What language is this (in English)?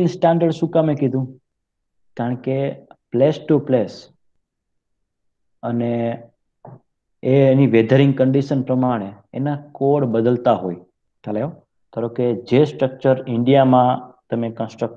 Gujarati